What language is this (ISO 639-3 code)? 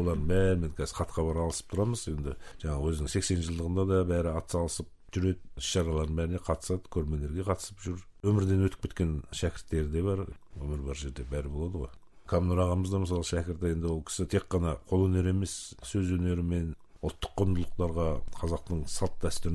kaz